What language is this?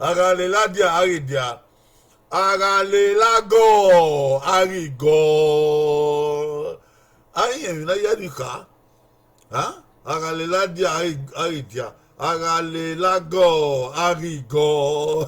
Bini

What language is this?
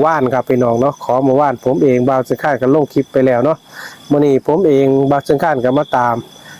Northeastern Thai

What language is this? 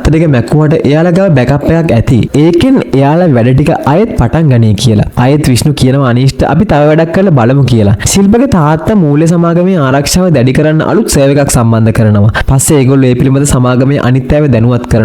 Sinhala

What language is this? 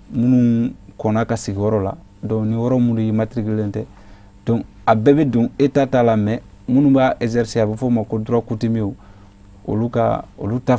Bambara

